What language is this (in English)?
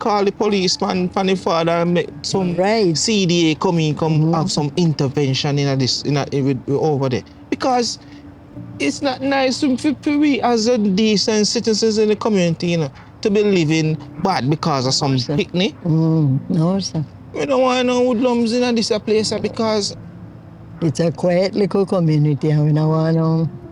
Jamaican Creole English